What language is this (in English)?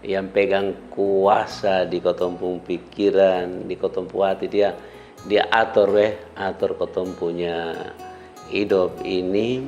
Kupang Malay